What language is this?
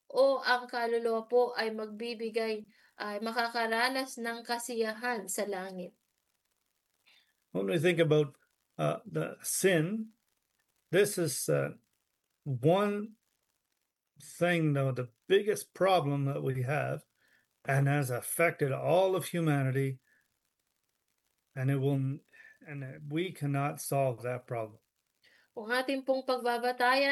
Filipino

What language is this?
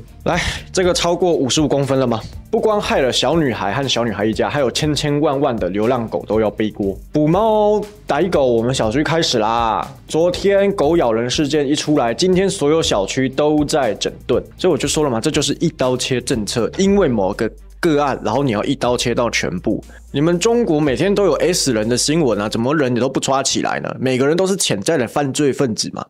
Chinese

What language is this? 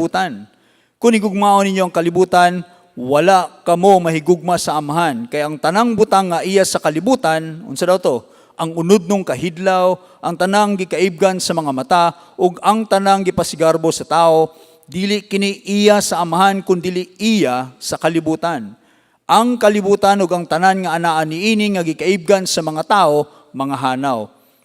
Cebuano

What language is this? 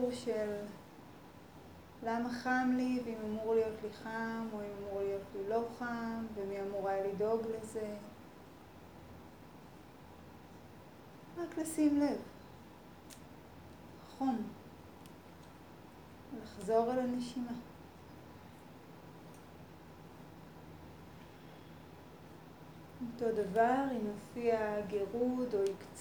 Hebrew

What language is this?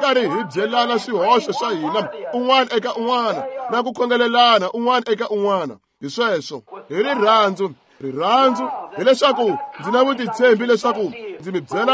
Tsonga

